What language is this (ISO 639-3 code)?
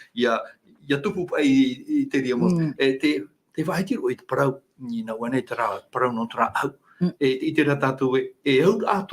tah